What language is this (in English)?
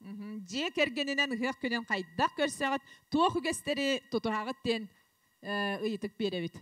Yakut